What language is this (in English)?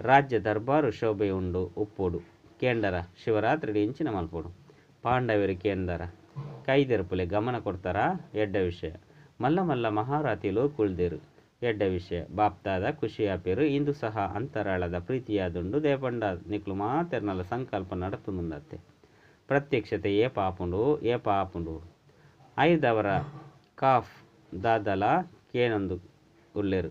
Tulu